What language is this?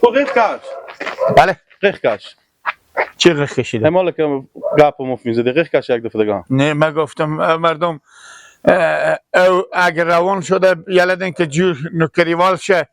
Persian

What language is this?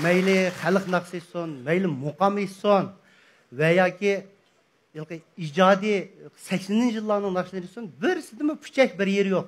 Uyghur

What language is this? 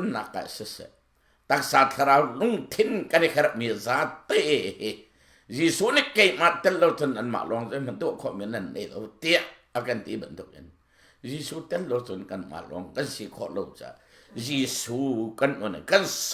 Hakha Chin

